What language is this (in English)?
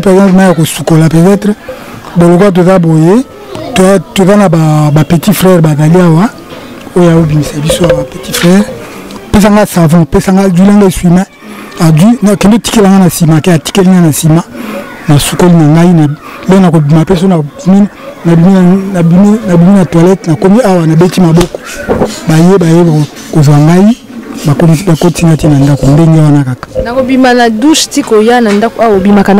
Lingala